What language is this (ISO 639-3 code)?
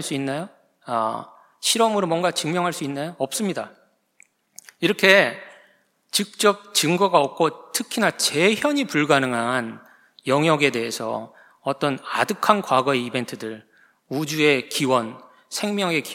kor